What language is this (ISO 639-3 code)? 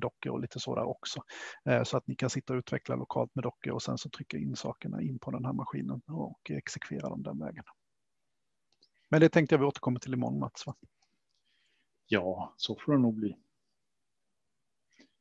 swe